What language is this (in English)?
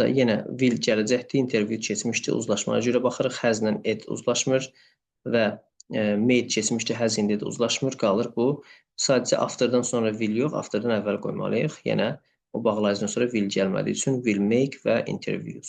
Azerbaijani